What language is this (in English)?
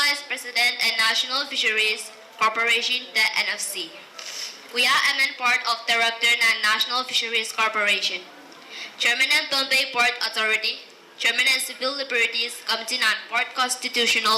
Pohnpeian